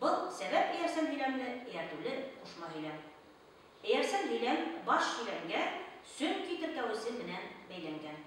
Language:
Bashkir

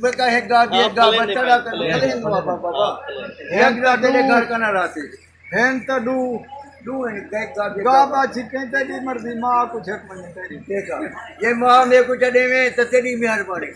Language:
Saraiki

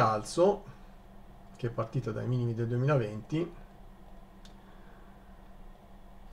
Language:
Italian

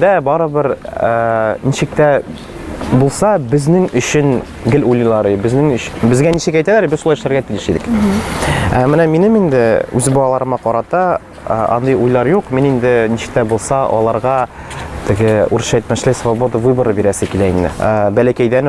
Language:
Tatar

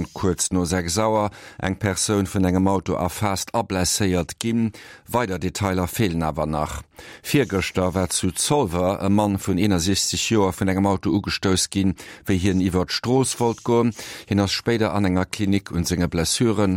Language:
Luxembourgish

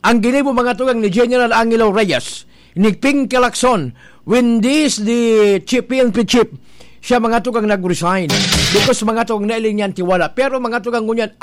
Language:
Bikol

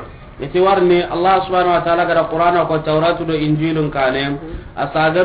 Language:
Soninke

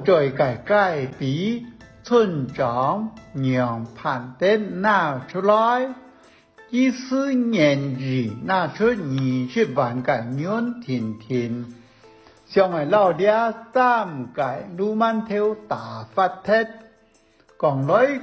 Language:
Hakka Chinese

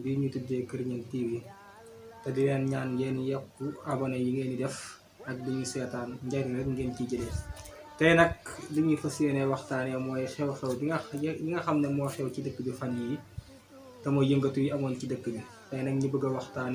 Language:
Wolof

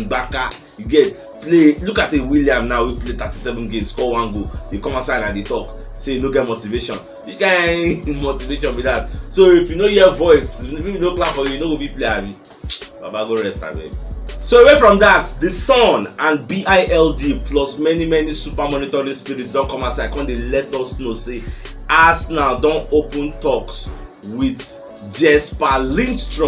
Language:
Nigerian Pidgin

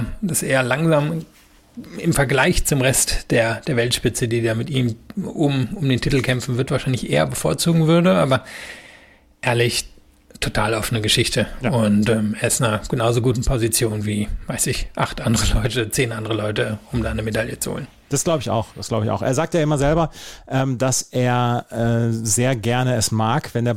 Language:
German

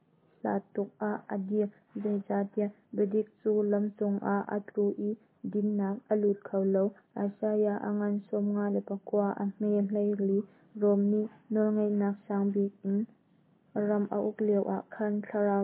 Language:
Hakha Chin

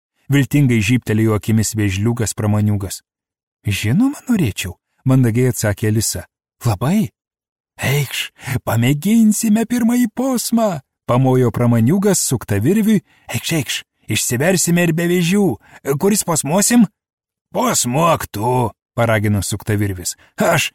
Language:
Lithuanian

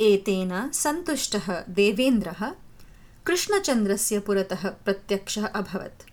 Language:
Sanskrit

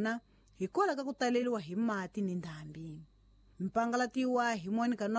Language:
Tsonga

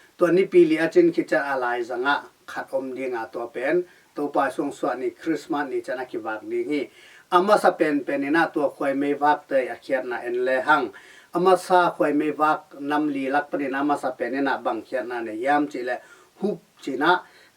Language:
Tedim Chin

